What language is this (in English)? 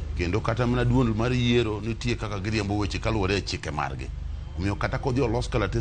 Luo (Kenya and Tanzania)